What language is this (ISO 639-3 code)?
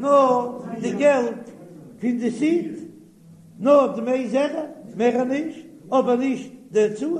yid